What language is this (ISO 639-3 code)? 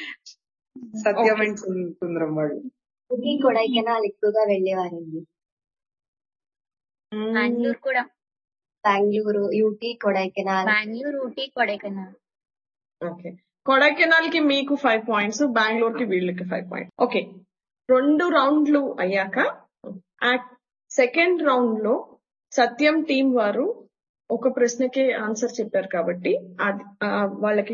tel